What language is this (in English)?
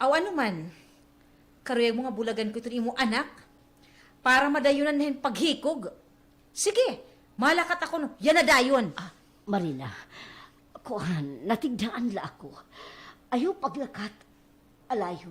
Waray